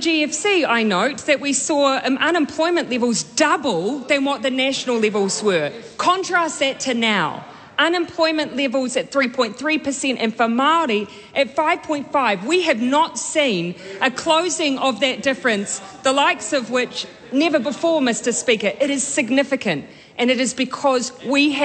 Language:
English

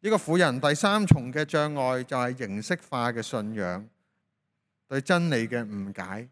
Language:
Cantonese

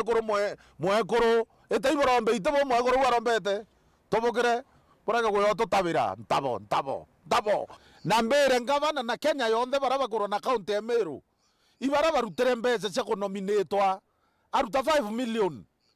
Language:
Meru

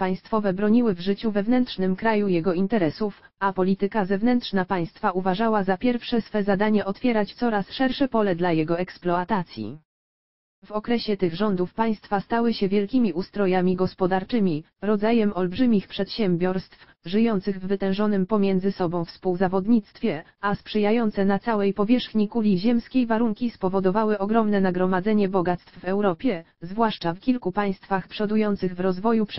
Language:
Polish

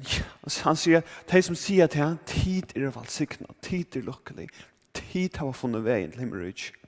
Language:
Faroese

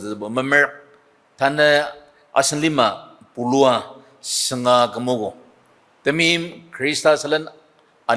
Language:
Ao Naga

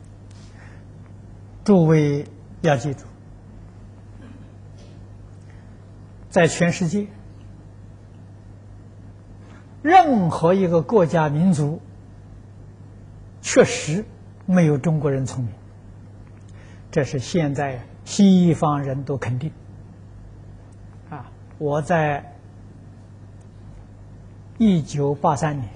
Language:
Chinese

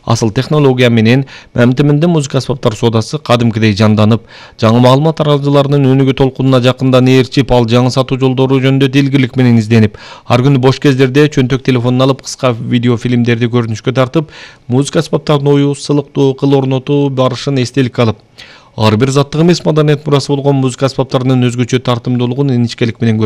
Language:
Kyrgyz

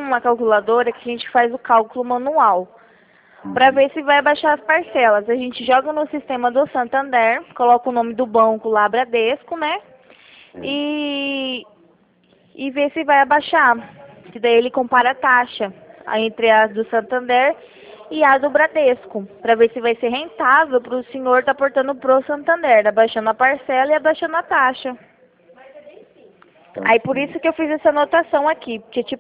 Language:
Portuguese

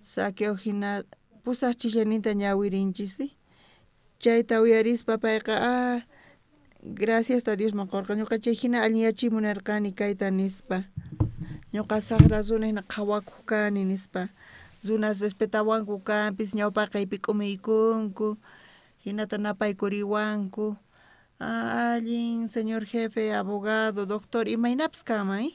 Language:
South Bolivian Quechua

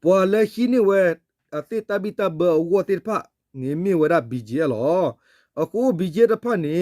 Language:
S'gaw Karen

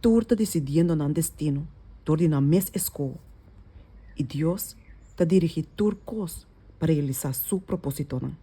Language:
Papiamento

